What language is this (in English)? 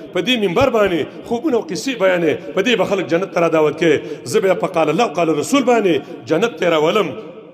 Pashto